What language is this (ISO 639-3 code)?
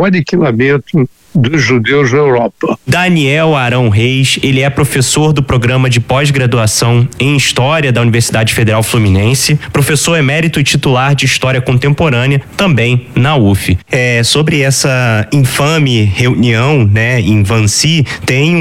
por